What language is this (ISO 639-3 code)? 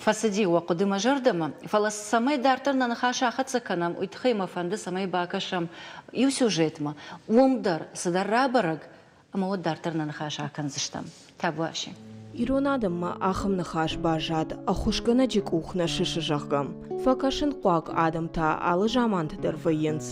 oss